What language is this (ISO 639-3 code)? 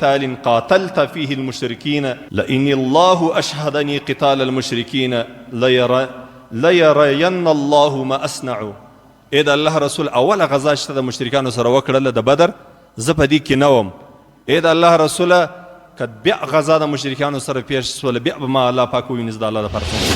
pus